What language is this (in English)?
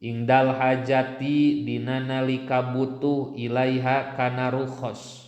Sundanese